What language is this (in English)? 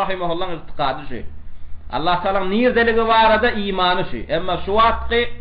Turkmen